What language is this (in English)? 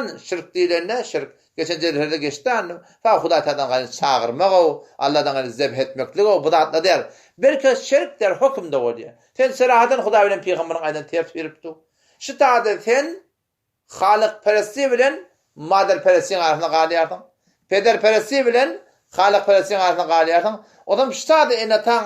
Turkmen